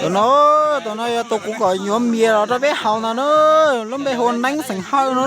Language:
Hmong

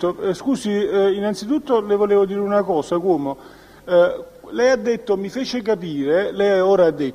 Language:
Italian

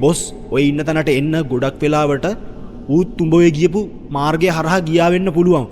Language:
Sinhala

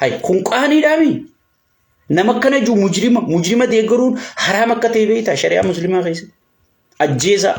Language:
Oromo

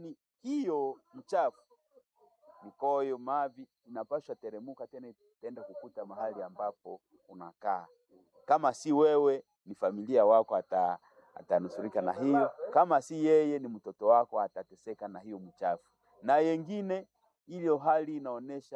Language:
Swahili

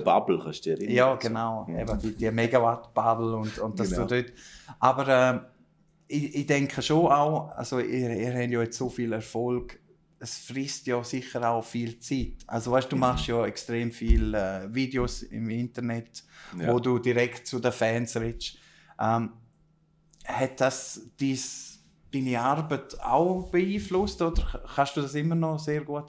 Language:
Swiss German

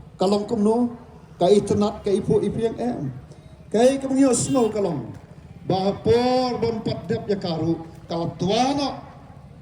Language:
Khasi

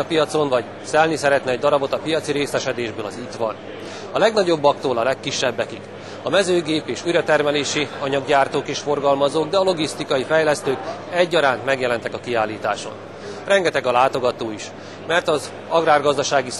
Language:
Hungarian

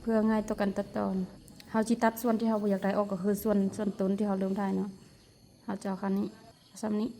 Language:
Lao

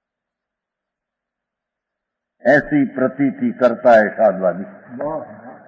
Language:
Gujarati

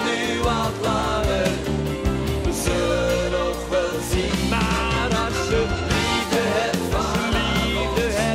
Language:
Dutch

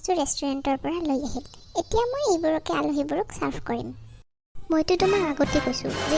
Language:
Assamese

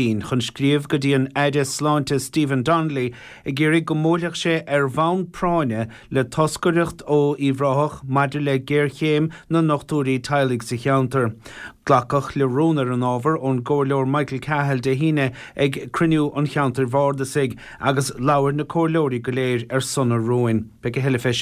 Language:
Irish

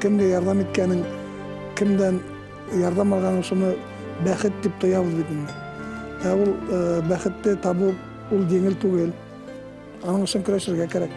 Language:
Bashkir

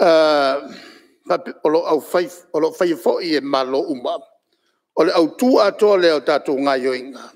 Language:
Samoan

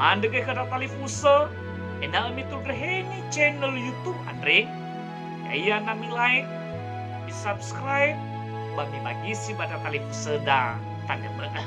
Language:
Nias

